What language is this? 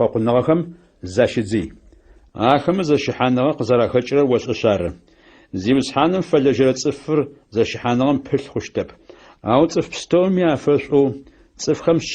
Adyghe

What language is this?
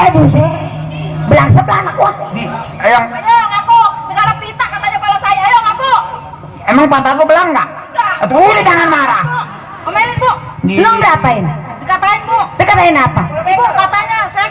Betawi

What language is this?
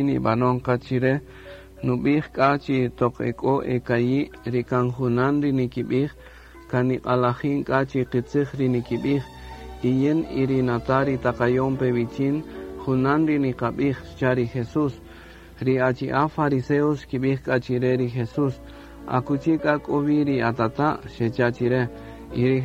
Kaqchikel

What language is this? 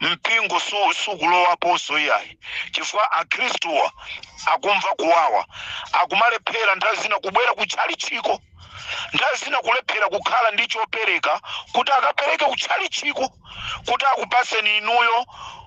Nyanja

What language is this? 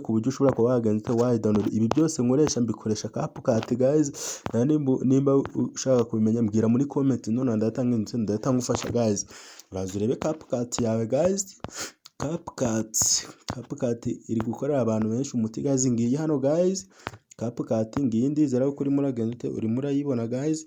Kinyarwanda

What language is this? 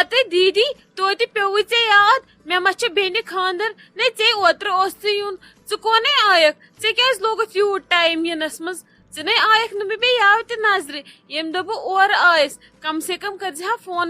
Kashmiri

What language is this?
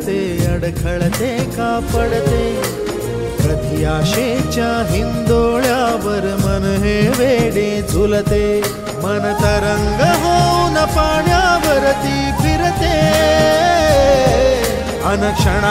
Marathi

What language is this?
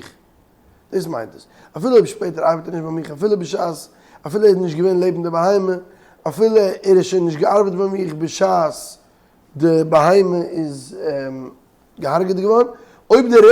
Yiddish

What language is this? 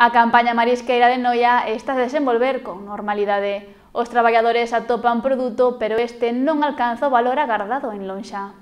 Galician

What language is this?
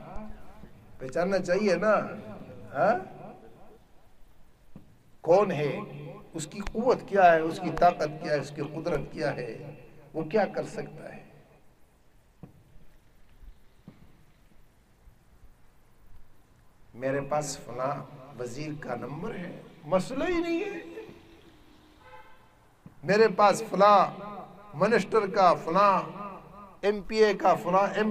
Urdu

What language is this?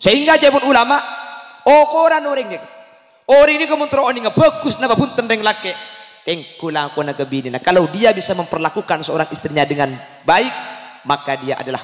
Madurese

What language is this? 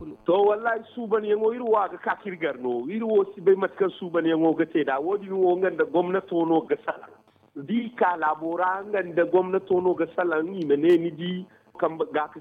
Zarma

